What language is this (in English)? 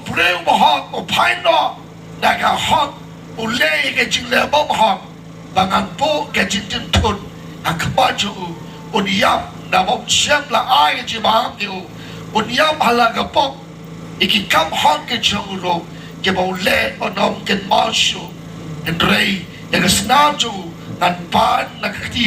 Khasi